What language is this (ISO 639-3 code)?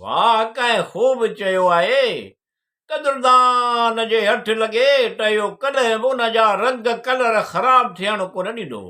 snd